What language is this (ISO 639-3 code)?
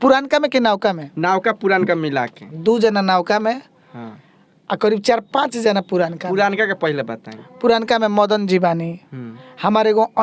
bho